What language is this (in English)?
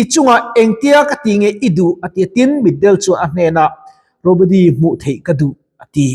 Mizo